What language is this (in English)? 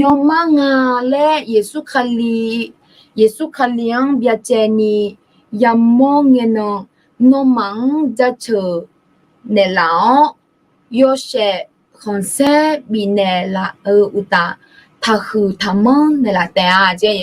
Akha